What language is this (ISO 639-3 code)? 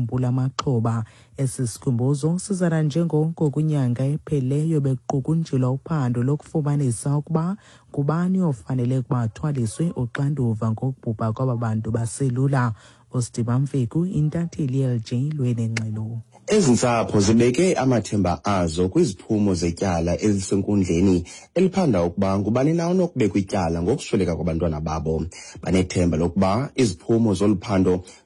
xho